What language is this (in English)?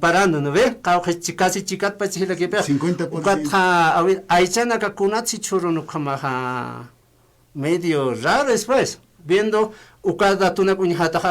Aymara